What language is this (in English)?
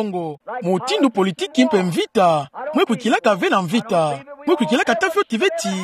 Kituba (Democratic Republic of Congo)